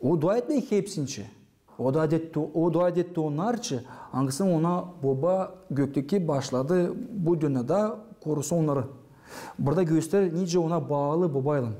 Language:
Gagauz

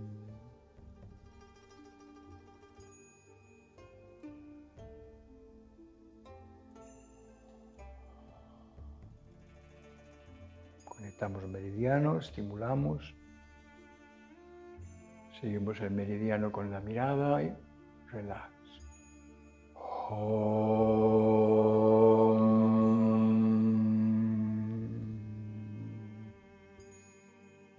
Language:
Spanish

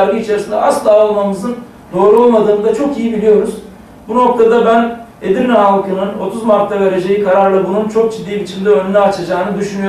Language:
Turkish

